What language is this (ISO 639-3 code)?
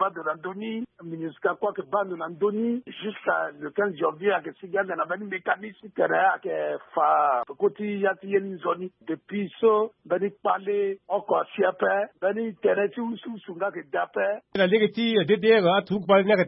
sag